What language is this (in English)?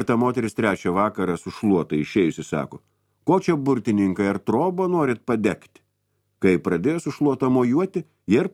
Lithuanian